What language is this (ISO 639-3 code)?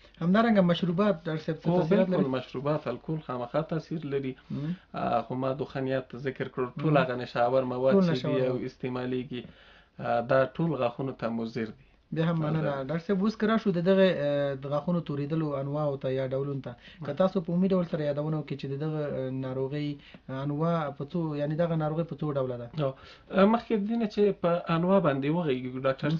pus